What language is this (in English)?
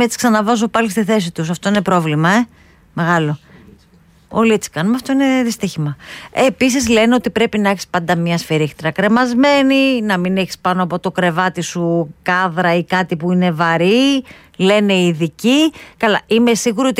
Greek